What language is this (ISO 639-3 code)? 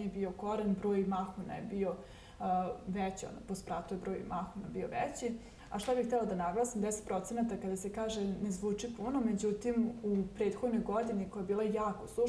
srp